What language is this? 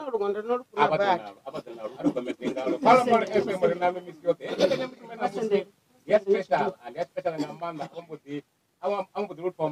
Venda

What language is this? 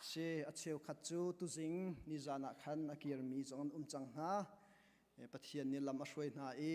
Hakha Chin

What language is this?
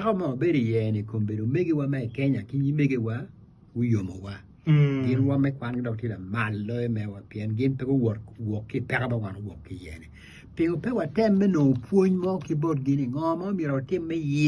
Acoli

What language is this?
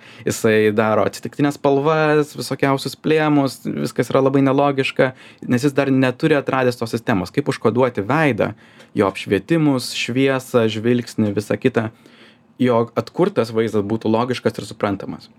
Lithuanian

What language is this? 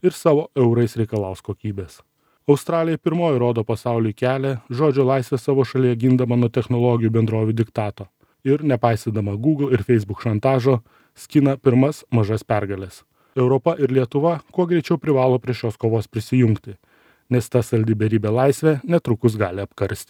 Lithuanian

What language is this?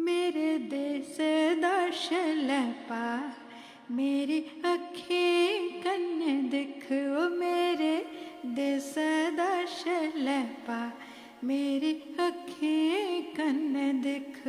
Dogri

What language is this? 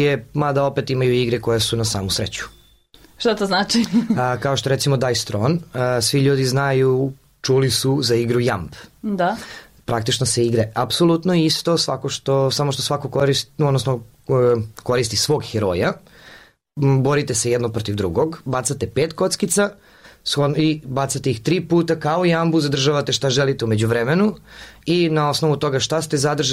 Serbian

